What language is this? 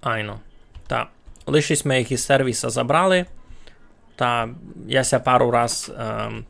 Rusyn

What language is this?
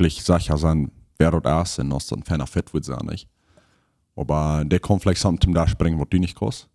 Plautdietsch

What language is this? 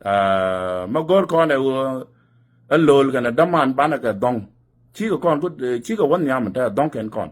Nuer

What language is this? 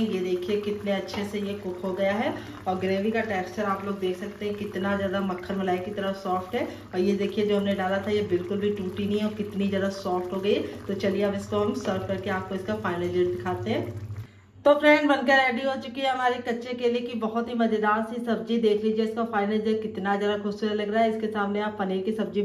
Hindi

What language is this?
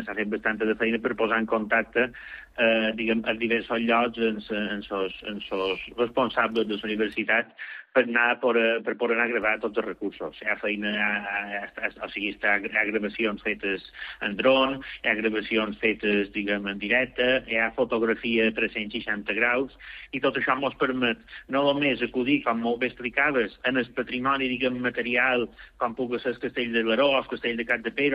Catalan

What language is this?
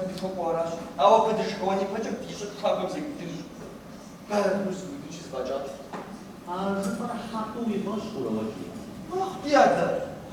Kabardian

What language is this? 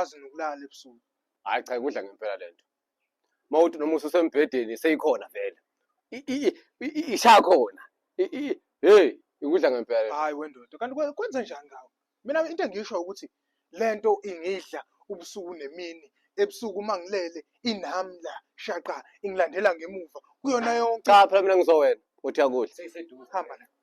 Zulu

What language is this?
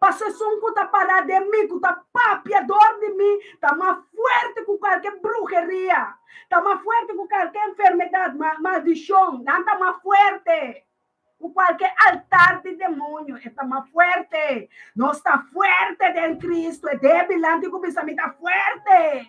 Papiamento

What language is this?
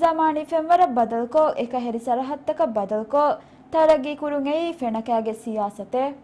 Divehi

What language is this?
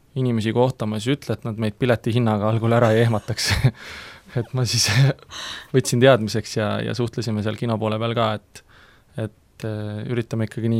Estonian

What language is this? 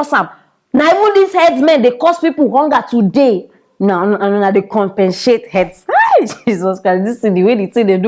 Nigerian Pidgin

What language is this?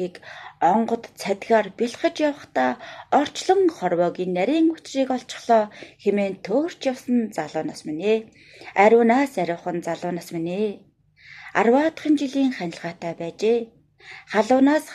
Mongolian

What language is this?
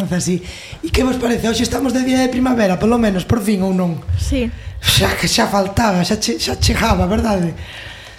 Galician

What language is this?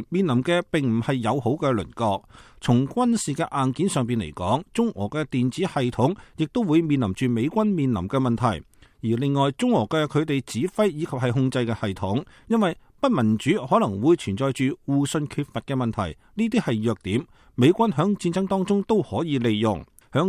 Cantonese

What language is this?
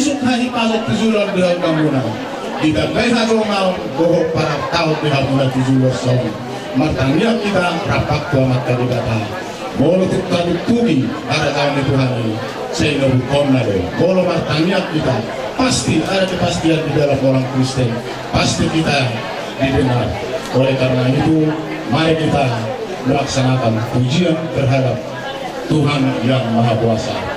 Batak Toba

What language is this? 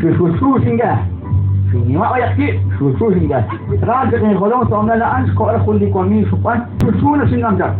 Kekchí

